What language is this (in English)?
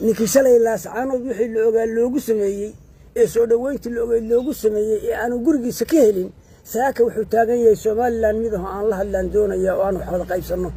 Somali